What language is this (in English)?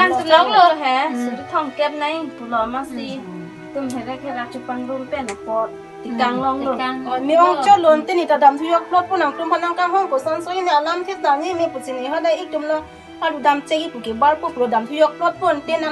Karbi